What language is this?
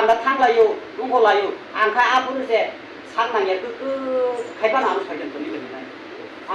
Kok Borok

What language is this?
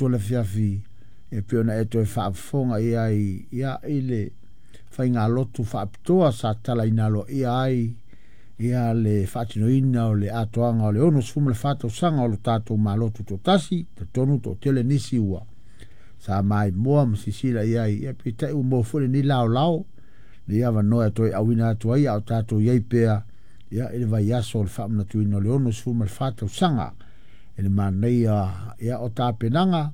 Samoan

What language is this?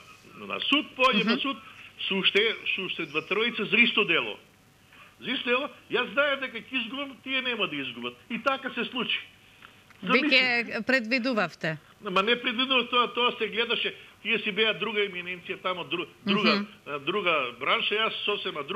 Macedonian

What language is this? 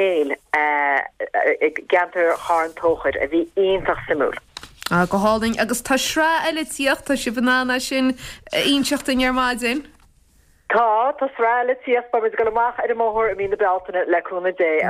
Irish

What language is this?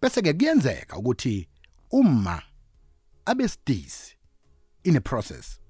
South Ndebele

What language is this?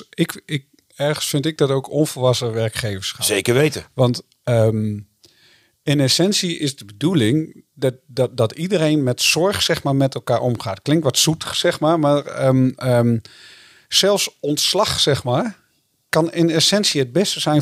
Dutch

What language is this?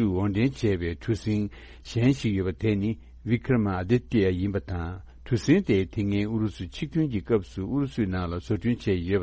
Tibetan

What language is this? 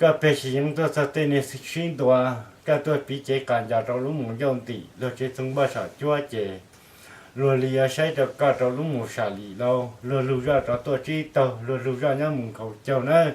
Hmong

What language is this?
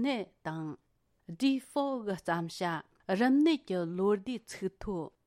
Tibetan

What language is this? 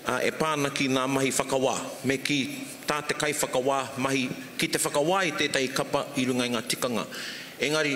Māori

